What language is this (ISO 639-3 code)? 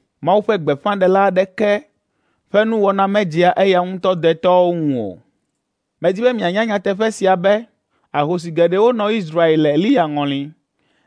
ewe